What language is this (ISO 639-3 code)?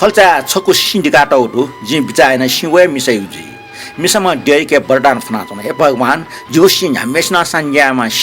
new